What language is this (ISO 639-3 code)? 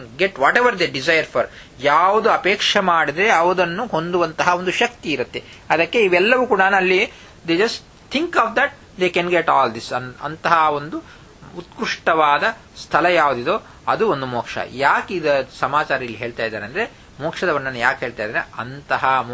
kan